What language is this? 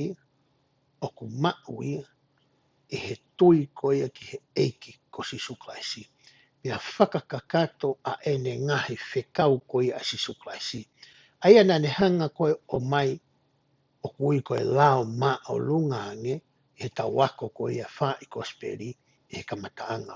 Tongan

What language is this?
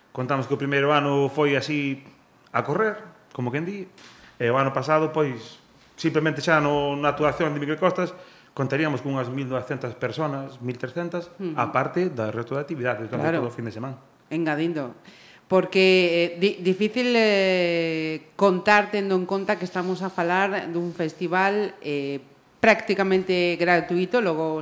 Galician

